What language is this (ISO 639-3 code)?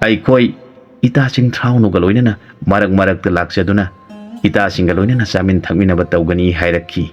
mni